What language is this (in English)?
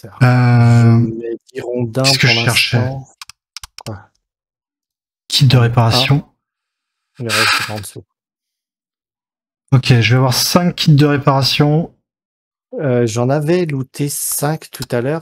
French